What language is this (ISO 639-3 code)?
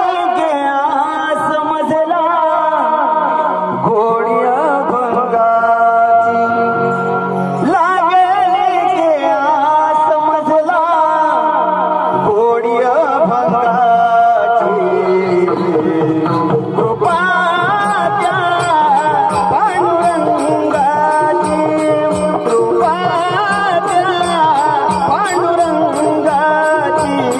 mar